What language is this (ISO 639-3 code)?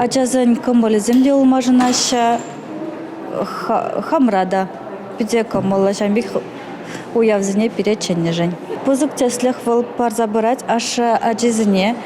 chv